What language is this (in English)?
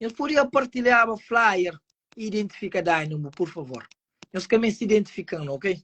Kabuverdianu